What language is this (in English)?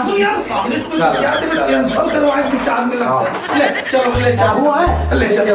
Chhattisgarhi